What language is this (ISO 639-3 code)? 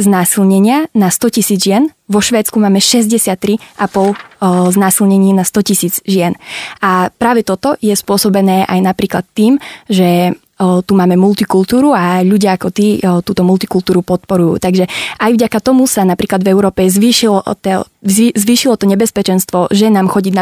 slk